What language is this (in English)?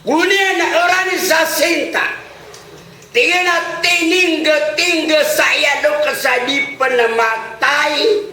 Maranao